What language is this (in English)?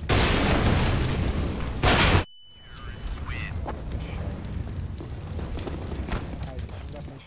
Portuguese